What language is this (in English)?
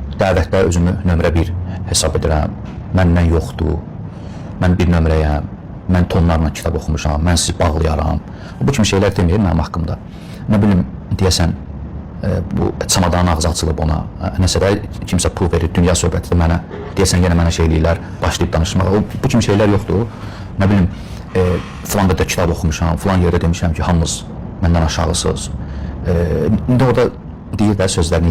Azerbaijani